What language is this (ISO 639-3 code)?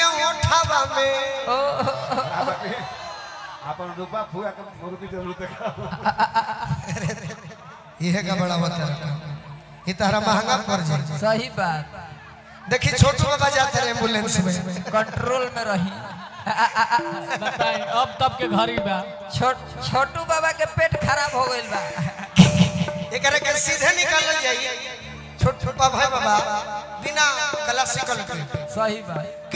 bho